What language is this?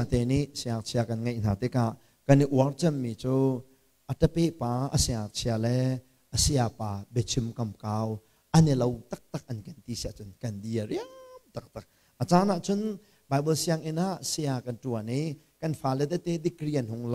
Hakha Chin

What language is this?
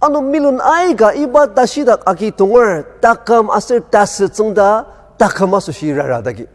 Ao Naga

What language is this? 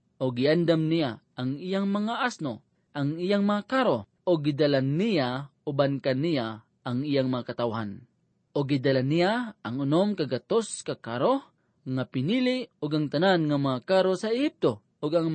Cebuano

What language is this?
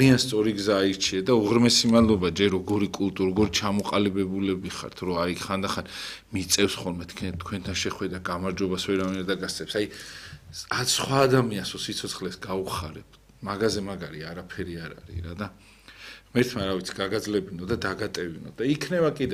Georgian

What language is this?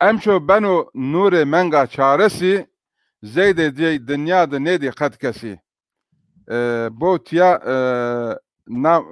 Zaza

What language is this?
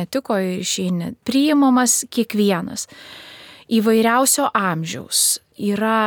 Lithuanian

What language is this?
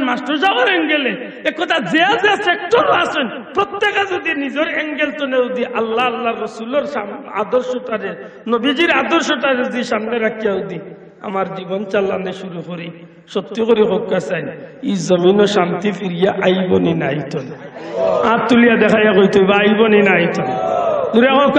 Sylheti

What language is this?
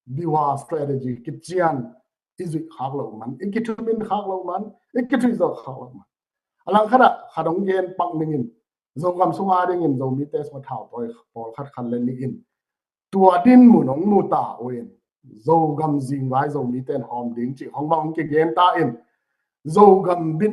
Tedim Chin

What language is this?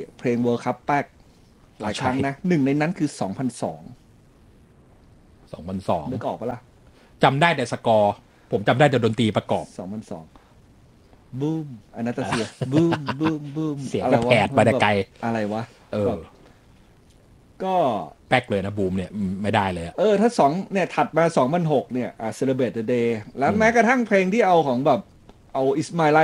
Thai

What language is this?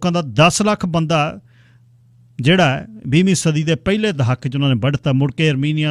Punjabi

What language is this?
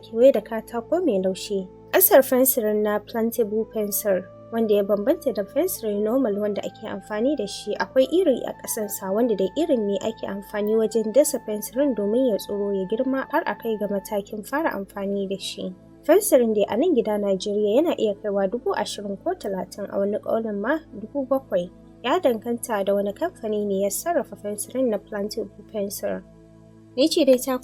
Hausa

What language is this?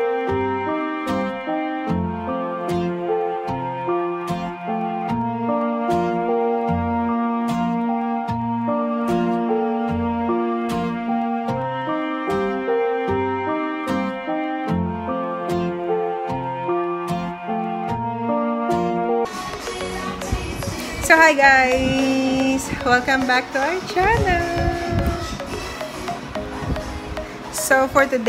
Filipino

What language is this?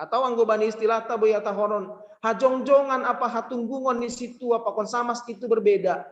Batak Simalungun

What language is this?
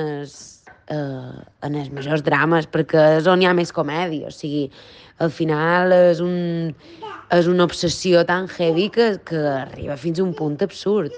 Catalan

